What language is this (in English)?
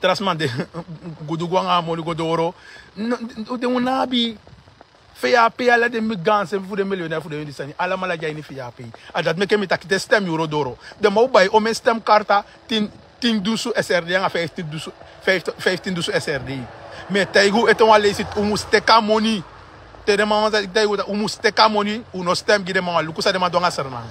Sranan Tongo